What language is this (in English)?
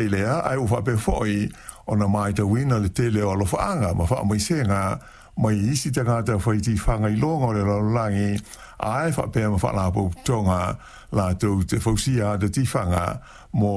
Samoan